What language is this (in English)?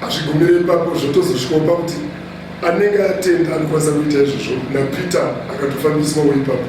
Shona